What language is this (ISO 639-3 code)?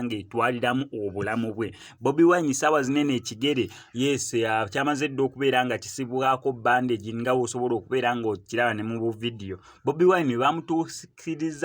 lug